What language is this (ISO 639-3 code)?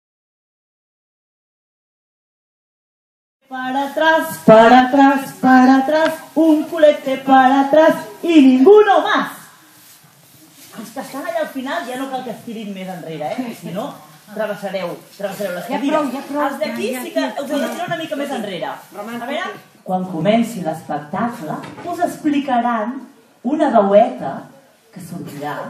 cat